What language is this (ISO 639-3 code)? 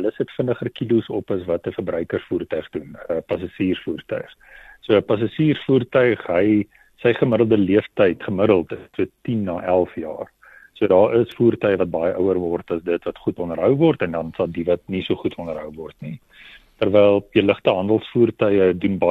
afr